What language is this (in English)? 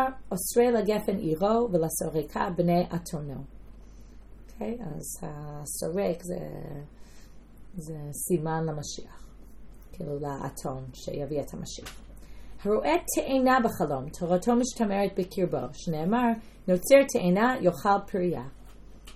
Hebrew